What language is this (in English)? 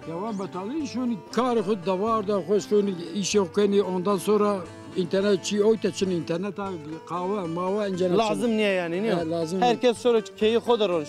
Zaza